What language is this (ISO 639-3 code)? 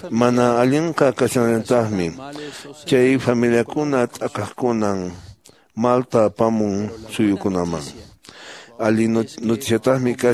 que